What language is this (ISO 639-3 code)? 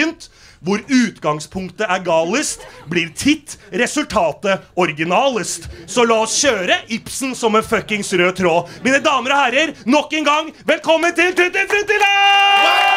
nor